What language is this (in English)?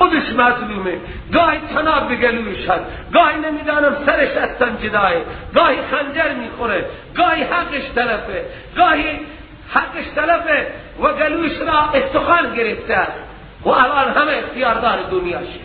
Persian